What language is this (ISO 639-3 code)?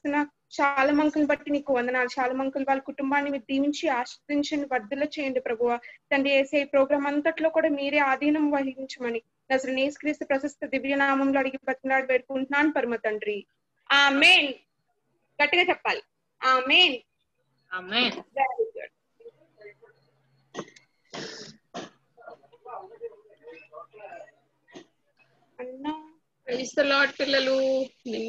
tel